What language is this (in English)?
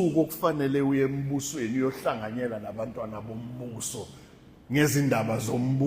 Zulu